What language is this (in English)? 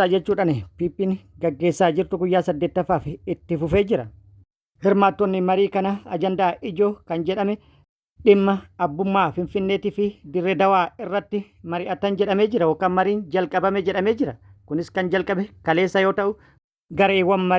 Oromo